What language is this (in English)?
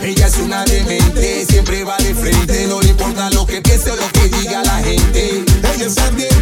Spanish